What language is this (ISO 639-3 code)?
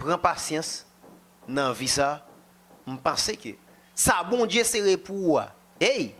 hat